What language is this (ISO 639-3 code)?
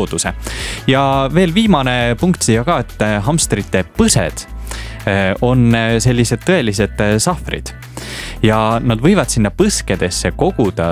est